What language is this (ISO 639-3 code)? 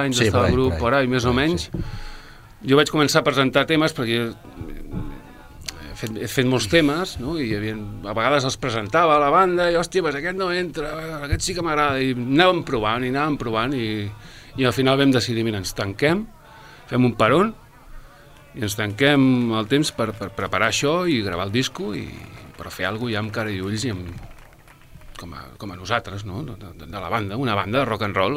cat